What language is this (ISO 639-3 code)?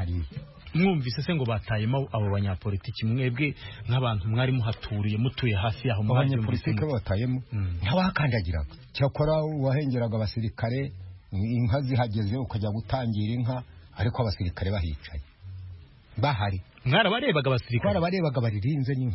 kin